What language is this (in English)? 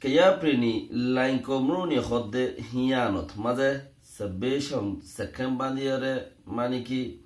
Rohingya